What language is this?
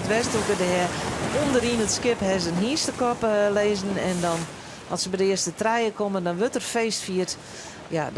Western Frisian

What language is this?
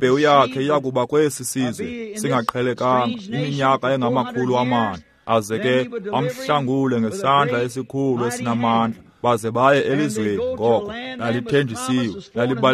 Xhosa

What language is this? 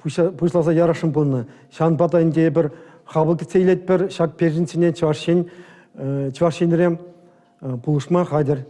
Chuvash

